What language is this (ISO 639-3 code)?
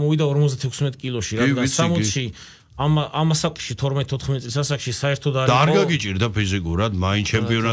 kat